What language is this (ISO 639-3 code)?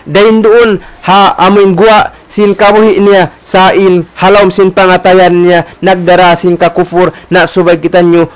tsg